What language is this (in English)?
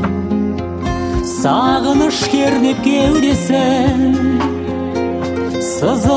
Kazakh